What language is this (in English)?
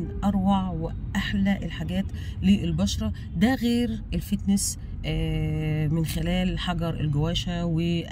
Egyptian Arabic